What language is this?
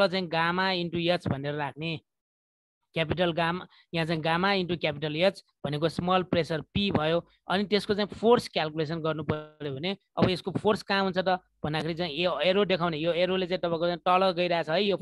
Nepali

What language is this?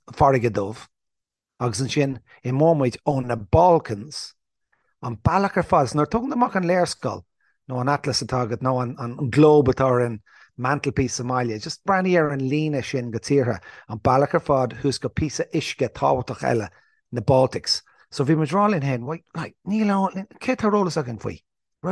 Irish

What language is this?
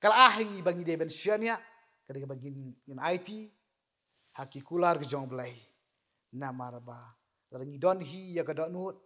Khasi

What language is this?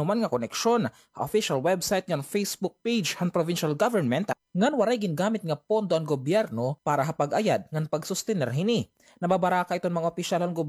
Waray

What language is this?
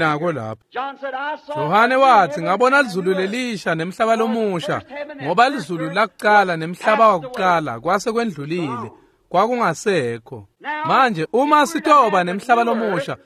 Swati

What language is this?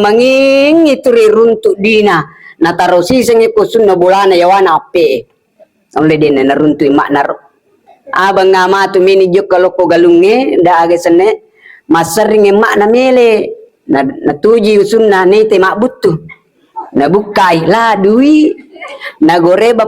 Buginese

